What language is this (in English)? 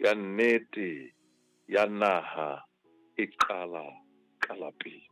Southern Sotho